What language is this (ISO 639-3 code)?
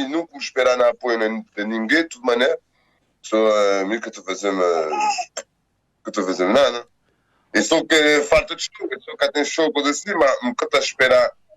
kea